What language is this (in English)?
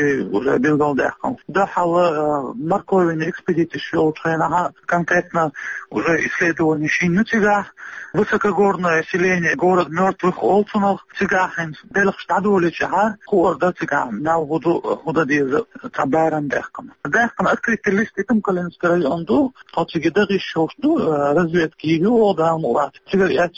Chechen